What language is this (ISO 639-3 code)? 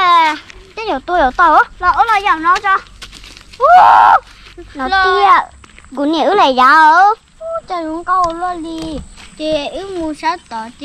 hmn